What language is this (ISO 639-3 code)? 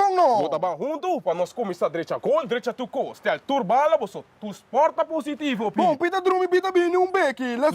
pap